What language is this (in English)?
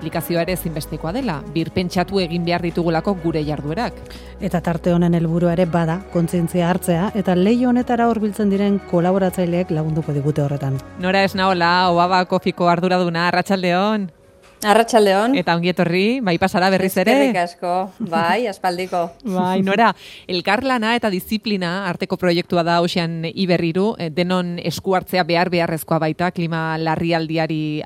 Basque